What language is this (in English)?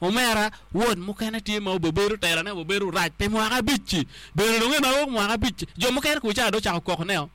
Acoli